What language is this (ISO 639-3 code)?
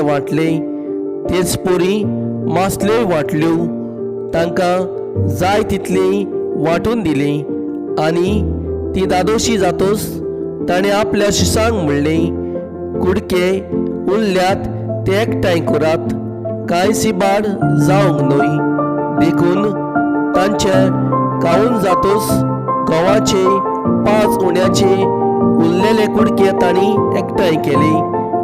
kok